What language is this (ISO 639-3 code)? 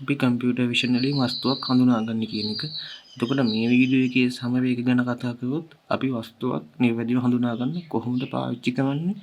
sin